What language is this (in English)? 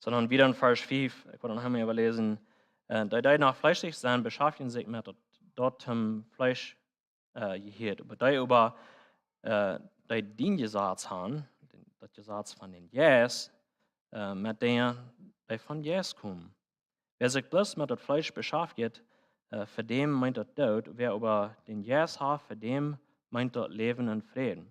Plautdietsch